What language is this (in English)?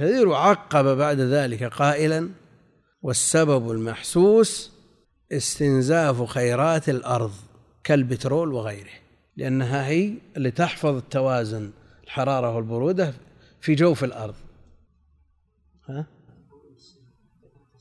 Arabic